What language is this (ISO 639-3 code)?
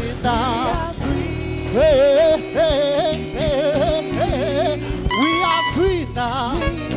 ven